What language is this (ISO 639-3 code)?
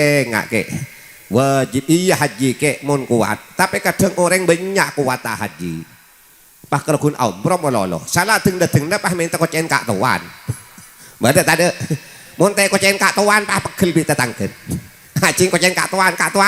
mad